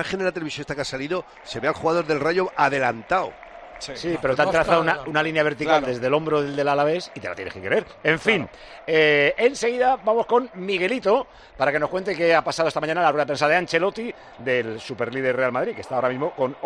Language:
Spanish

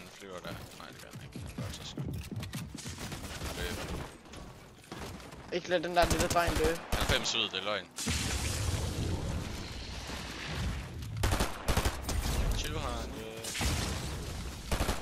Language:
Danish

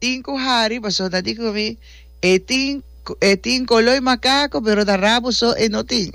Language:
Papiamento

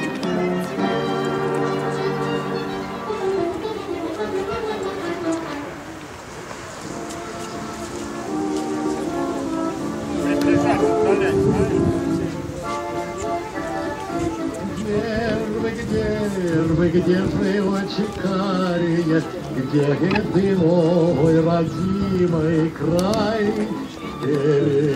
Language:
Russian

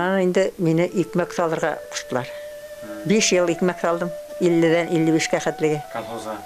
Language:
Bashkir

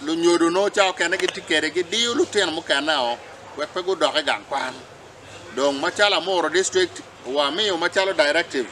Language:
Acoli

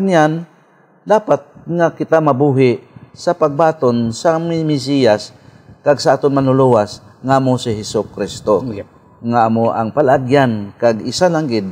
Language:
Hiligaynon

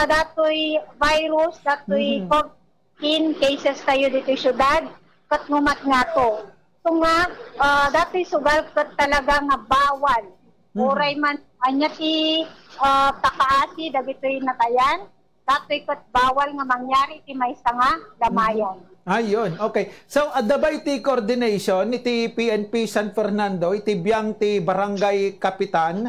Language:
Iloko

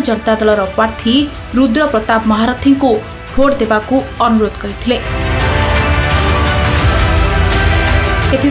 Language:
Odia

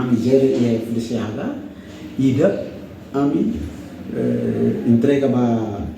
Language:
Tetum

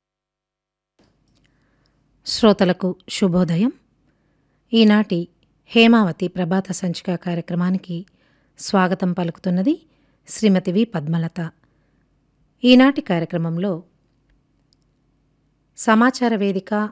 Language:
Telugu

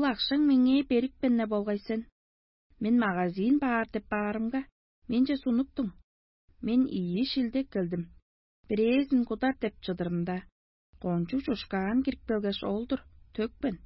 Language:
Tuvinian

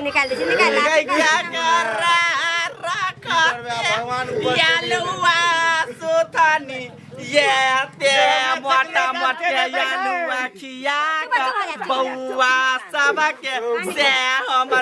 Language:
Maithili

